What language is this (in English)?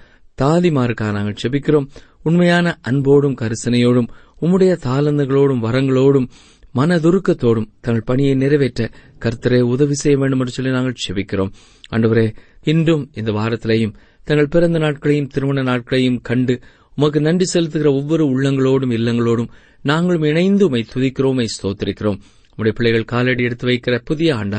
Tamil